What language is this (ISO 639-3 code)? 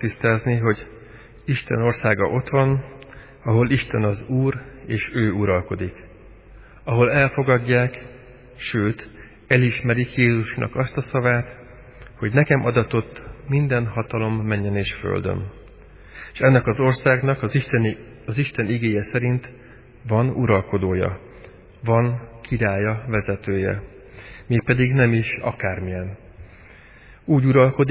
hun